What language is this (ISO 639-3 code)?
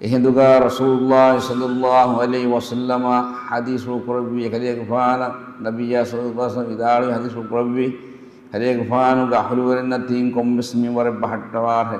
div